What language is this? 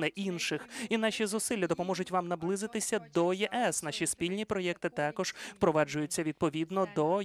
Ukrainian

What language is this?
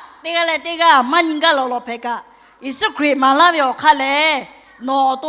Lahu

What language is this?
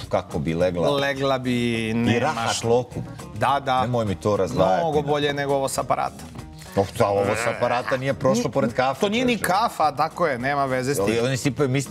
Serbian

